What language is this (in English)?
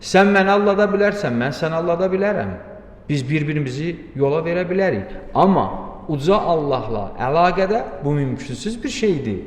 Azerbaijani